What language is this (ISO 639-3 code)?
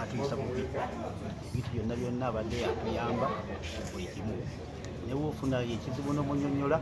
lug